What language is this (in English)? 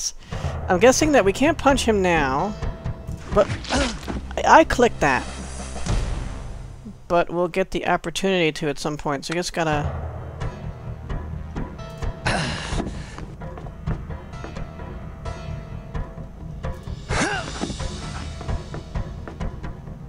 English